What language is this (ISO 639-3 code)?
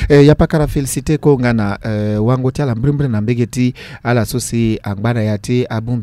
sag